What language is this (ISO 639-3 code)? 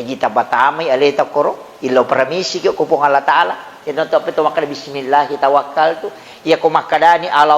bug